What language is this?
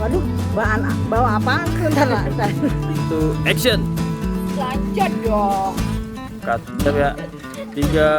Betawi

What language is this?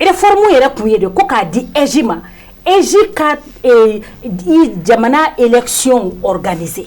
Bambara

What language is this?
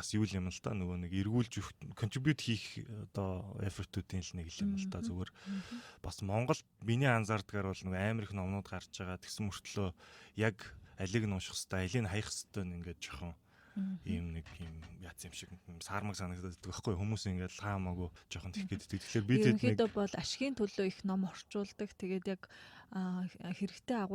Mongolian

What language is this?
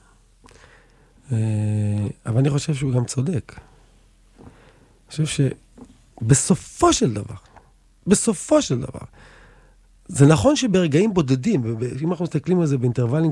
Hebrew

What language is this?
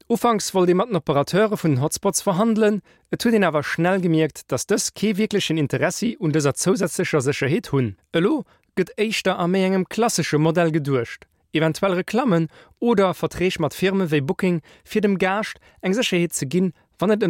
Luxembourgish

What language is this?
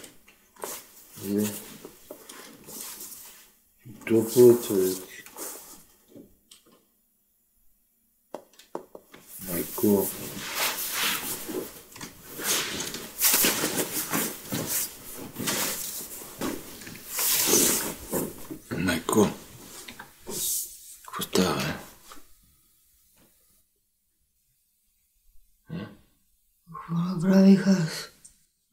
Bulgarian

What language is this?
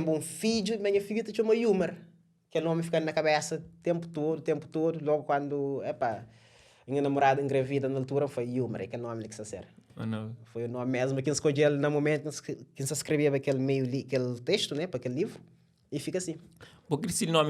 Kabuverdianu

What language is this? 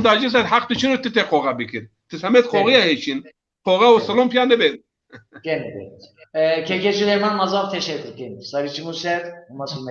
Zaza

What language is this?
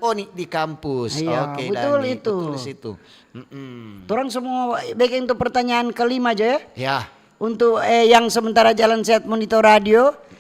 Manado Malay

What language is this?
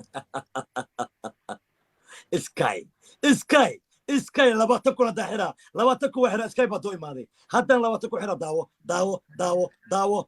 Somali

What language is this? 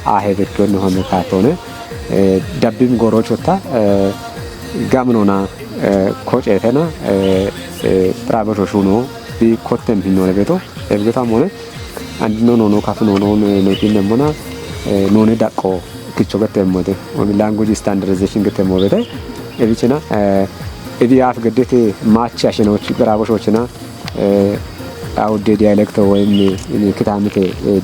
Kafa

